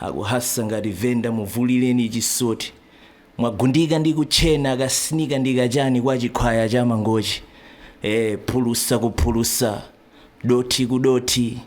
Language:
Nyanja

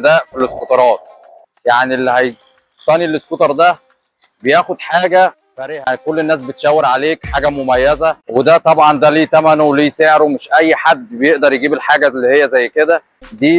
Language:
Egyptian Arabic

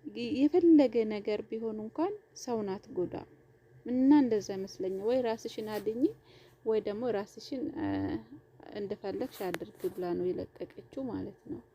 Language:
Amharic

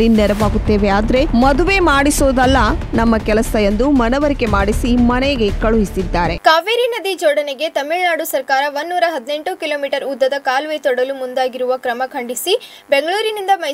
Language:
Kannada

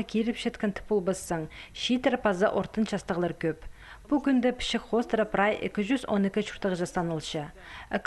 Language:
Khakas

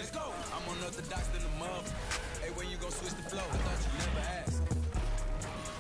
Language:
English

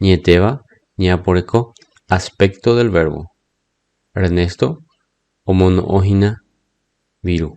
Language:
Guarani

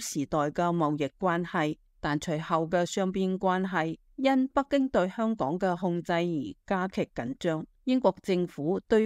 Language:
Cantonese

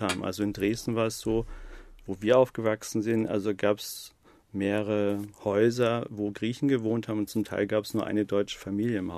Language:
German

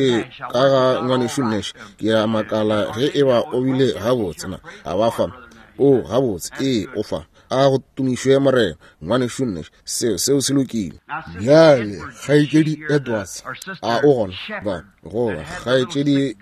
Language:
Northern Sotho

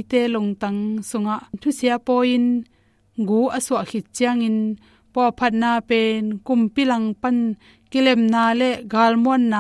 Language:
Tedim Chin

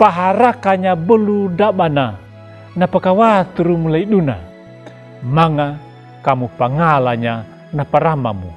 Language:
Anakalangu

